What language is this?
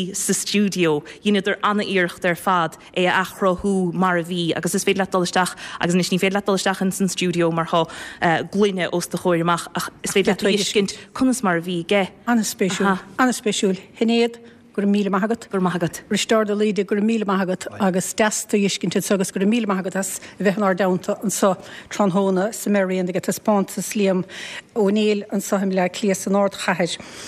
Irish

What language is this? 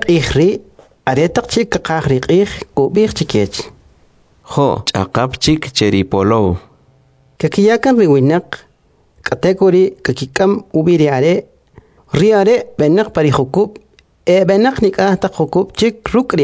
Kʼicheʼ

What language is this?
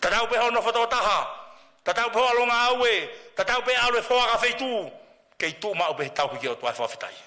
Tongan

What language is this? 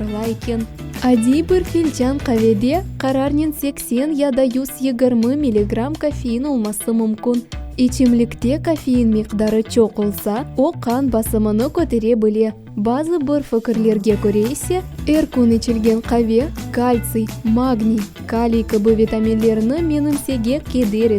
Crimean Tatar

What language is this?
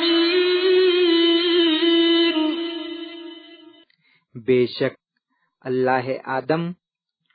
Gujarati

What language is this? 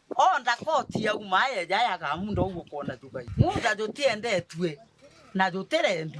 Meru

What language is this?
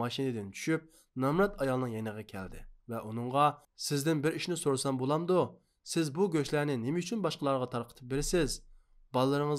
Uyghur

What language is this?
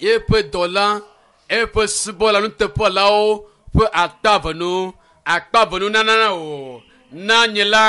Ewe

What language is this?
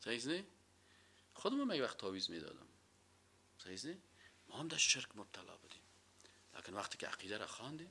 Persian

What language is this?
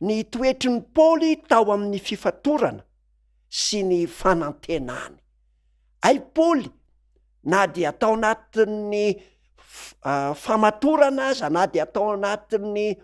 Malagasy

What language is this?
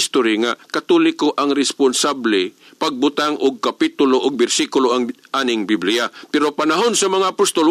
Cebuano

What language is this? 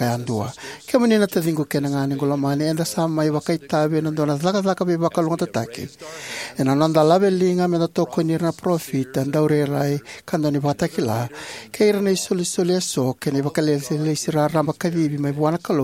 Fijian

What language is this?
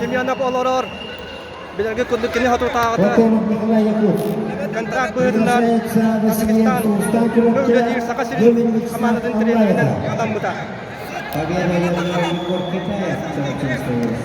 Yakut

